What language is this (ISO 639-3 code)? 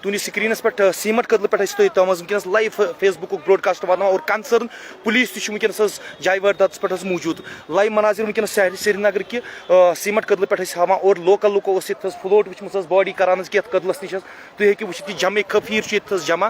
kas